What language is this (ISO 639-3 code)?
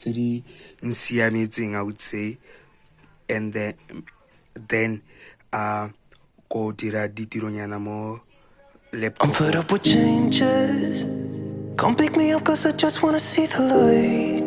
tsn